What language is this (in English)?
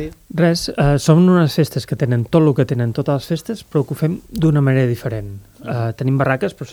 Catalan